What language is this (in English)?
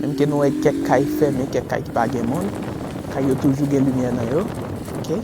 Haitian Creole